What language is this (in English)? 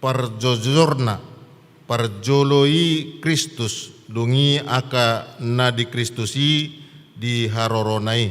Batak Toba